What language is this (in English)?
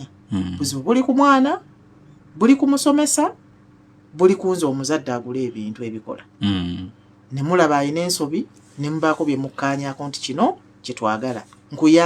Ganda